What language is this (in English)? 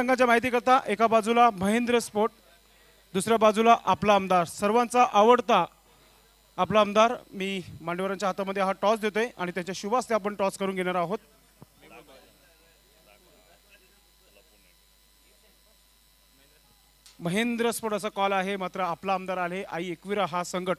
Marathi